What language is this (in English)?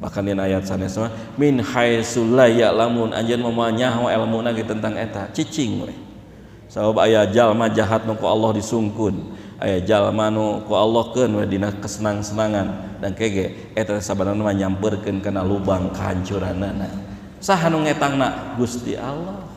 Sundanese